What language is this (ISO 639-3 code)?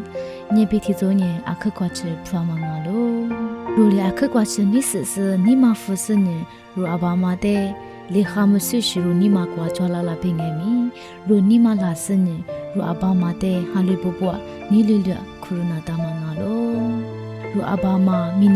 lis